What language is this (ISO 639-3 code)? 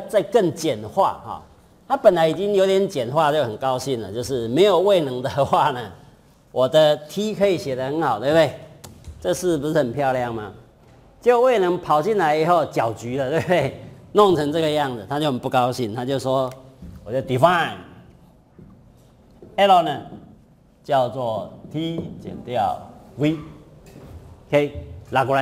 zho